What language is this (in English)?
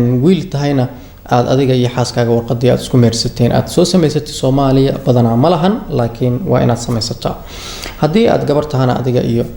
Somali